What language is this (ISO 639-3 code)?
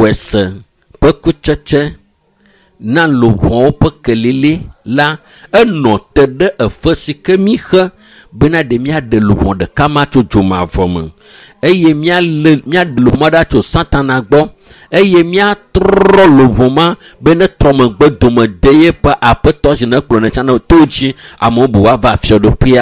ewe